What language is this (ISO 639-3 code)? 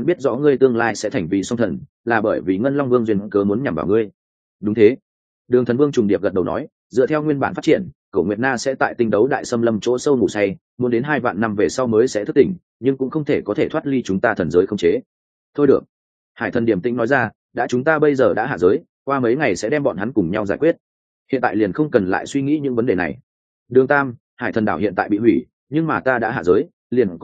vie